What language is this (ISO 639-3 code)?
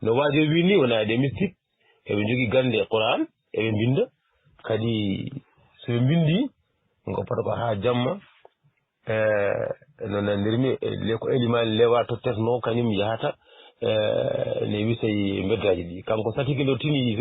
ful